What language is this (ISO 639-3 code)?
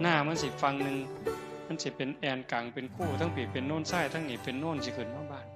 tts